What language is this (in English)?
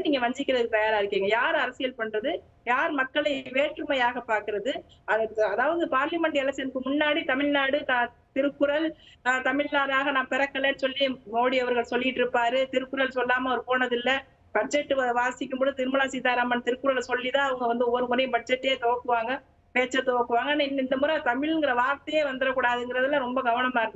Tamil